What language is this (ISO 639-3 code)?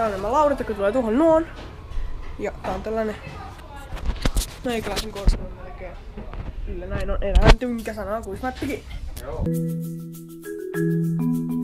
fin